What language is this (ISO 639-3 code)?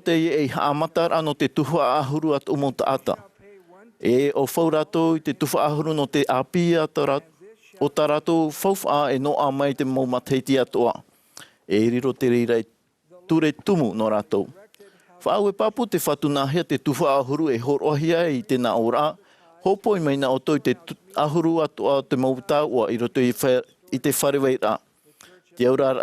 tah